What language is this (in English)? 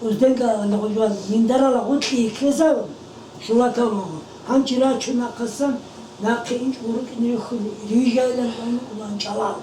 Avaric